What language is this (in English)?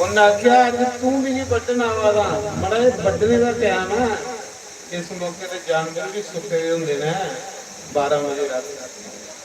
Dogri